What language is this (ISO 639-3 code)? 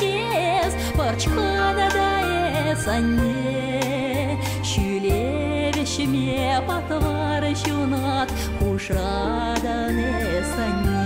chv